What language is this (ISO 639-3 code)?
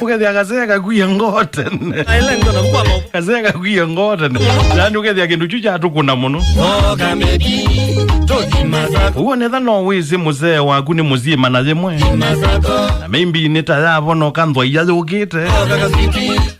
kam